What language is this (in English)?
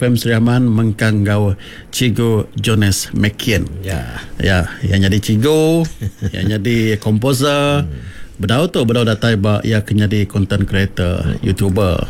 Iban